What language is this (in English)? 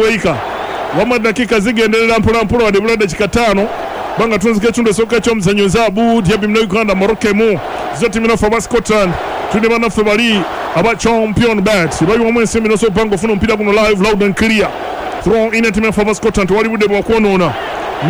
Ganda